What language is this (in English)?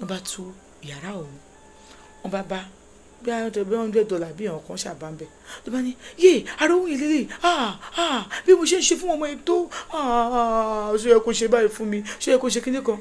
Yoruba